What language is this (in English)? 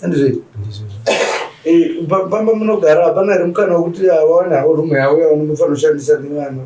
Shona